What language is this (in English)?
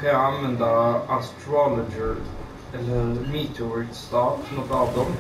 Swedish